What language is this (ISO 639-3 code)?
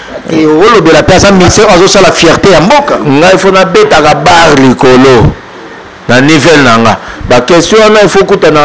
lin